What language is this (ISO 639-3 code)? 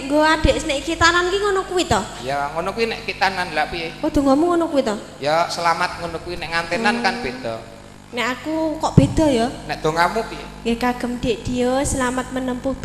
jav